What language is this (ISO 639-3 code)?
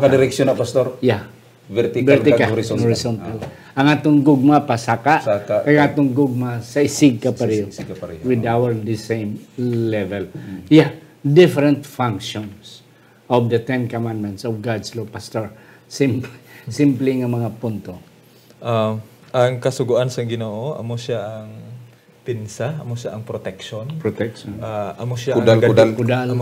hil